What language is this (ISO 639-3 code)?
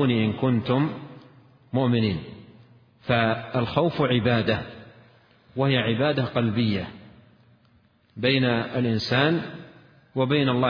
ara